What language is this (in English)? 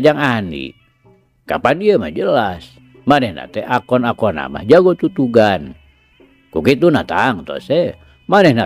Sundanese